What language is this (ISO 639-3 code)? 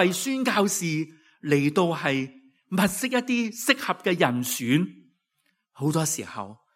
yue